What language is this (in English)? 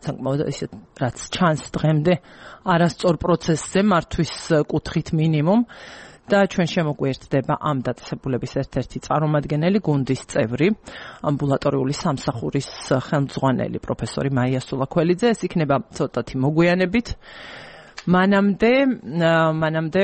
Georgian